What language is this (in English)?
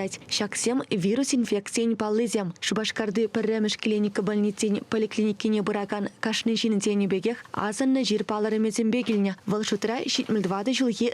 Chuvash